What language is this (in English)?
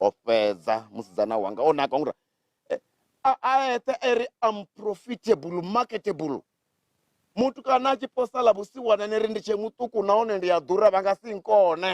Venda